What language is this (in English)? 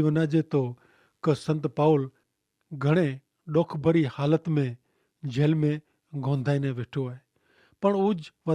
Kachhi